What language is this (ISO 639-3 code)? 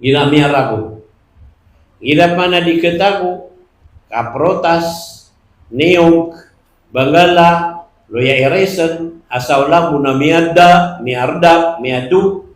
mrw